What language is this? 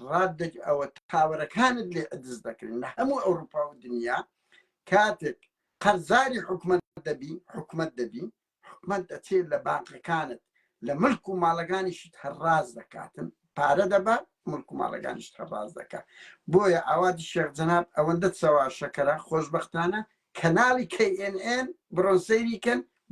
Central Kurdish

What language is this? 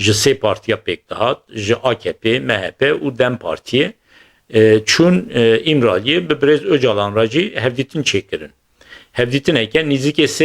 Kurdish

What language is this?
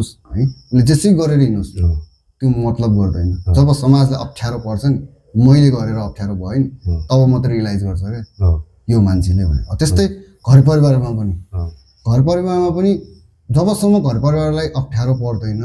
Nepali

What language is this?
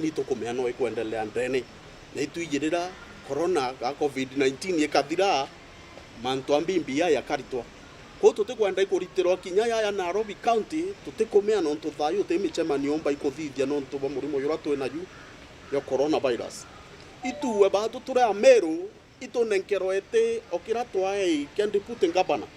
Meru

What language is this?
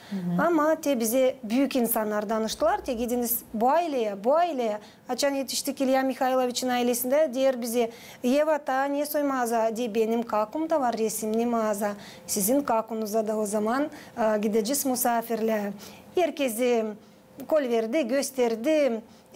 Gagauz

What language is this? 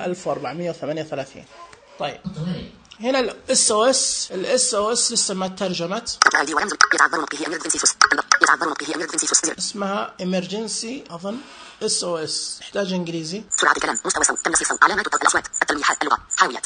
Najdi Arabic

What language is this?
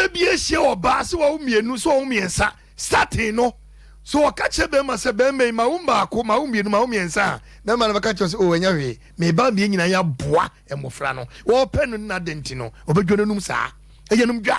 Akan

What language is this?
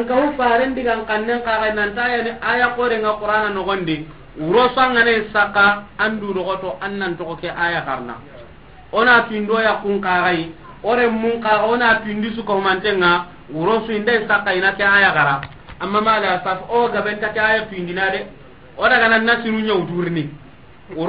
Soninke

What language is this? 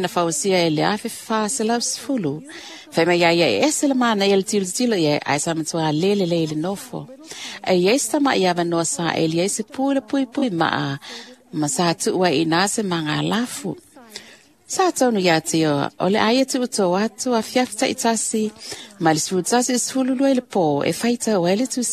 Samoan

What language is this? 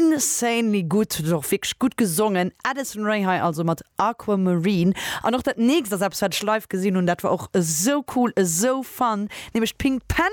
Luxembourgish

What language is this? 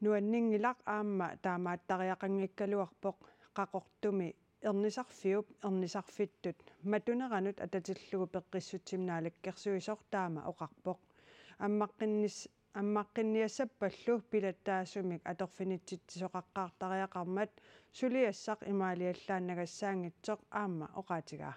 Kalaallisut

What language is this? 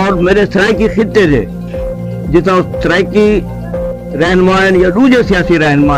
Saraiki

